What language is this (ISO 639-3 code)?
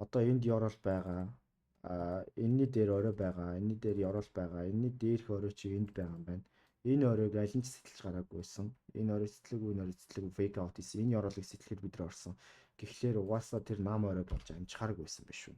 mon